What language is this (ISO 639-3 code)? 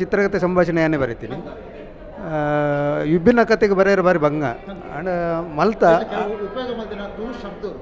tcy